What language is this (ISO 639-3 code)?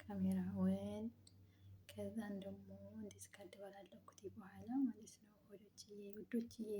amh